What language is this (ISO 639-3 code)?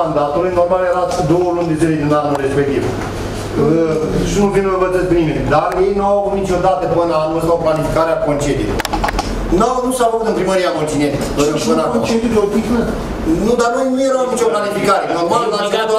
ron